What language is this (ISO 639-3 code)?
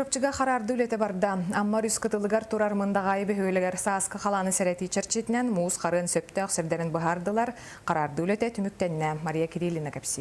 sah